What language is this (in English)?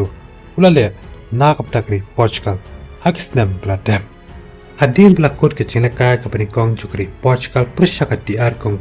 Khasi